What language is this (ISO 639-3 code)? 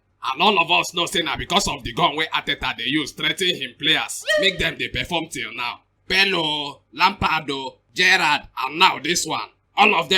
pcm